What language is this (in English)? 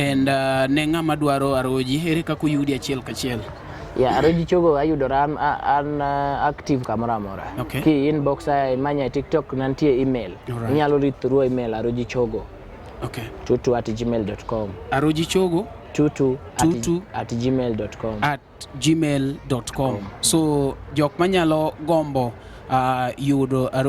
Luo (Kenya and Tanzania)